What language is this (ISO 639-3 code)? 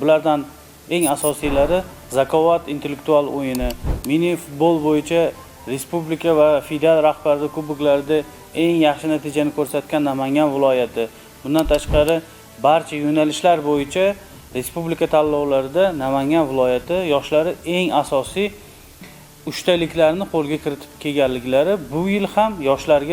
uzb